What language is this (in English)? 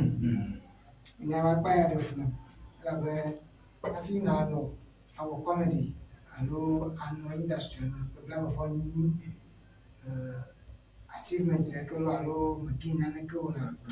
Ewe